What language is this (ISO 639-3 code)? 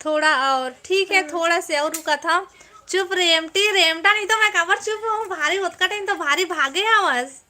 hne